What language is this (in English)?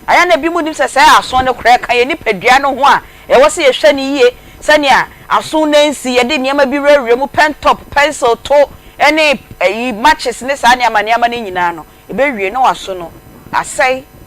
Akan